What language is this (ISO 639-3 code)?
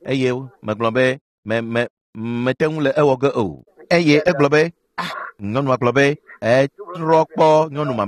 ewe